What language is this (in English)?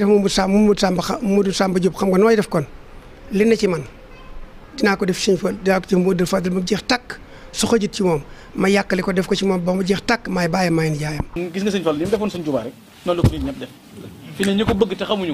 Wolof